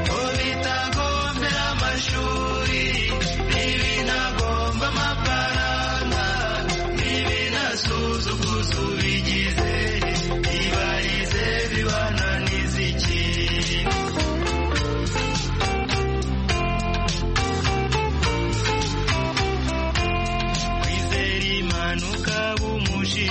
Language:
Kinyarwanda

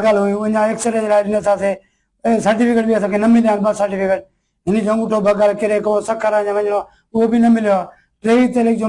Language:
Sindhi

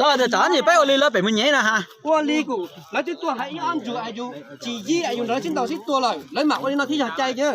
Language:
Hmong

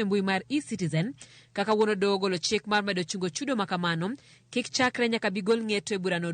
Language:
Luo (Kenya and Tanzania)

